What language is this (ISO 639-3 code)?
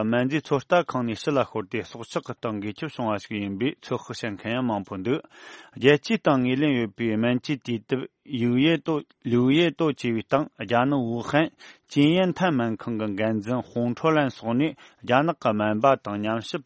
bod